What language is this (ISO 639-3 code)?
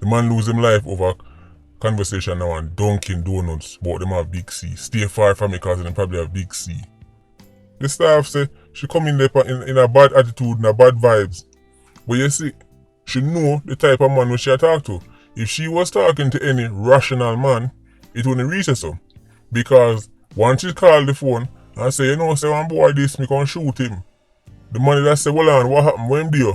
jam